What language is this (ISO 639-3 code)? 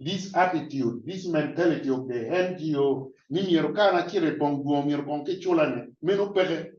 ach